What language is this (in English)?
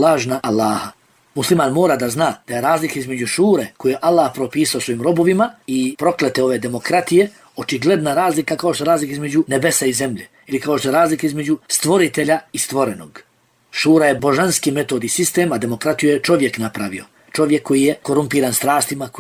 Bosnian